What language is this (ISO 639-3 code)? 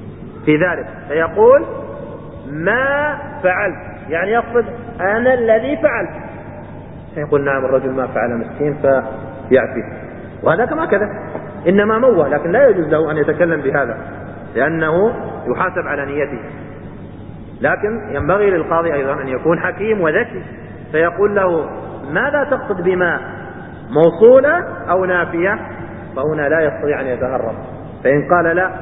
ara